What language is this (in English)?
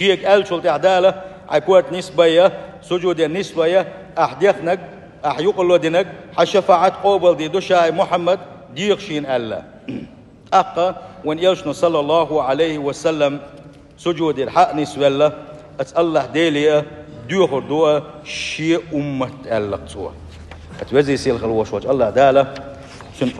Chechen